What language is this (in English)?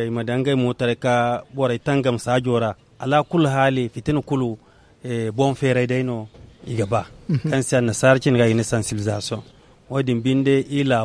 Zarma